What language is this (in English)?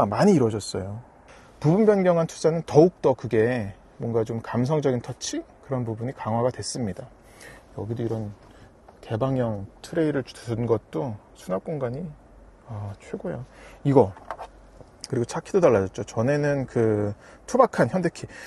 Korean